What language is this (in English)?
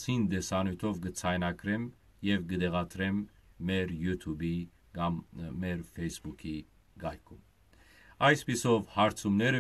Western Armenian